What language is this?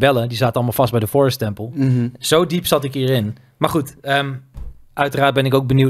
Dutch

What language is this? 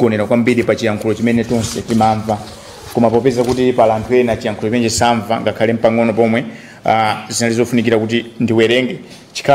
Nyanja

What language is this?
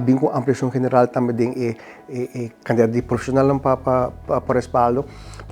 Papiamento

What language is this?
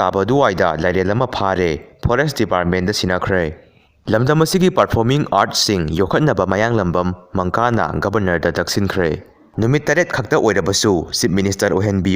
Manipuri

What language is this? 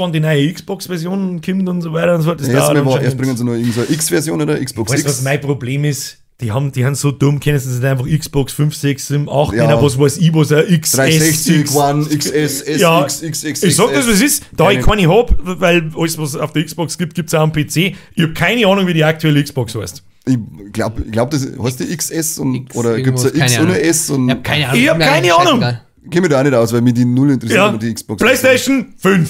Bavarian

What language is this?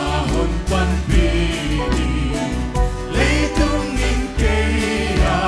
Paite Chin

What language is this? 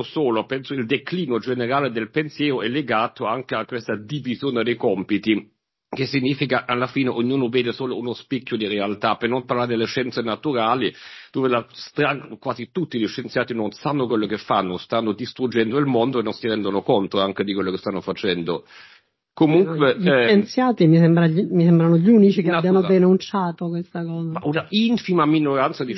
Italian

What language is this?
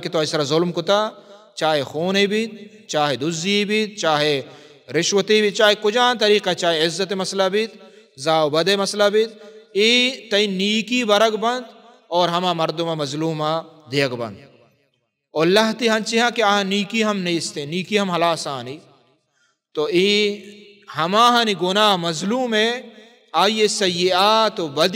Baluchi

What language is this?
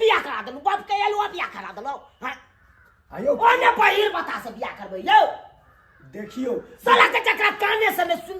Maithili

